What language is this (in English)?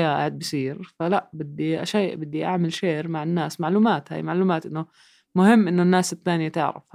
North Levantine Arabic